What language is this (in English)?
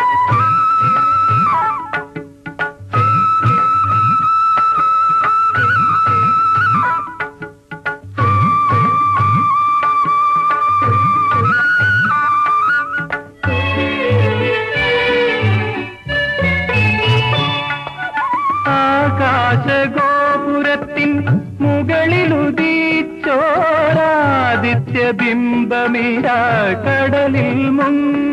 Malayalam